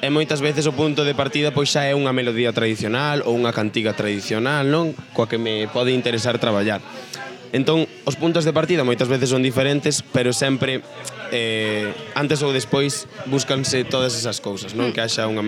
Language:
Galician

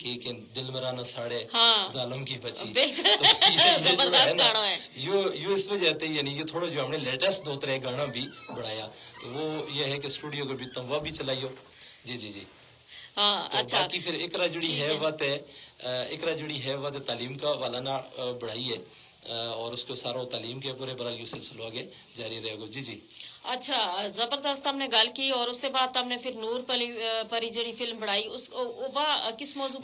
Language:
Gujari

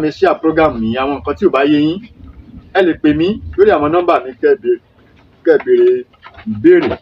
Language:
Yoruba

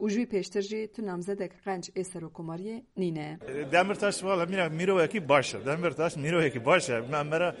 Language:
Kurdish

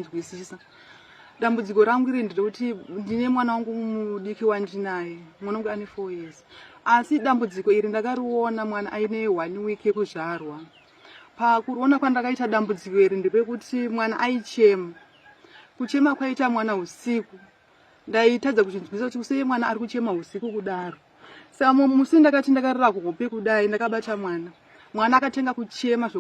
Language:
Shona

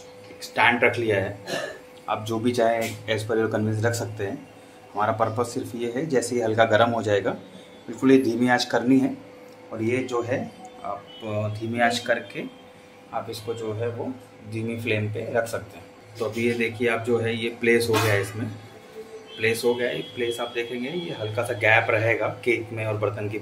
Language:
Hindi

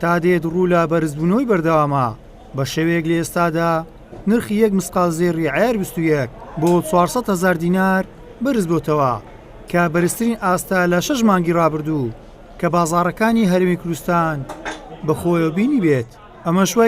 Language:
Central Kurdish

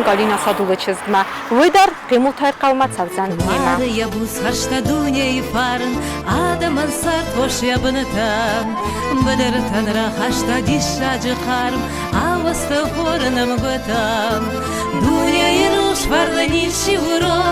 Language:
Ossetic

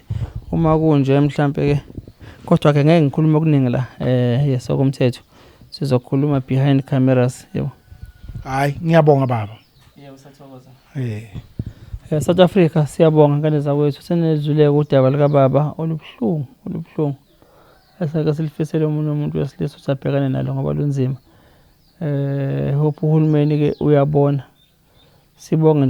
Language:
Zulu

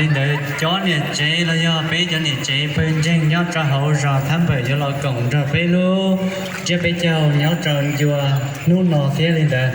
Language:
Hmong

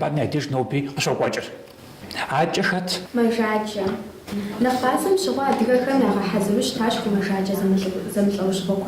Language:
Kabardian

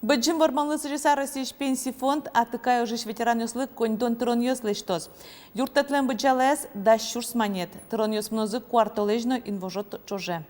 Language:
Udmurt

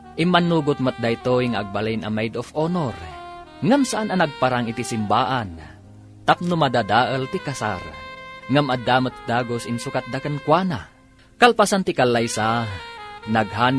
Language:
Iloko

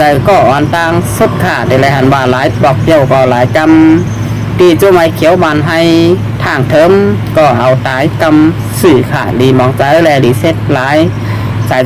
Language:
Shan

